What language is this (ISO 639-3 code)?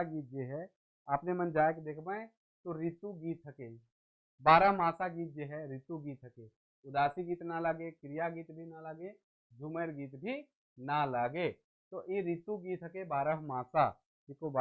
sck